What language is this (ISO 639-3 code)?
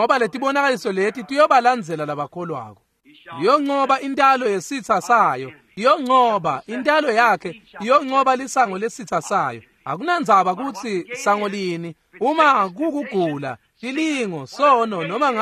ssw